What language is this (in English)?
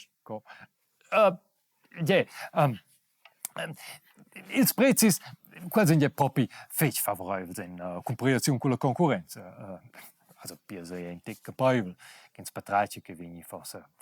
Romansh